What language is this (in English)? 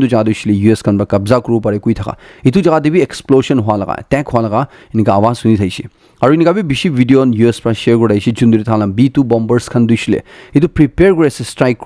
Naga Pidgin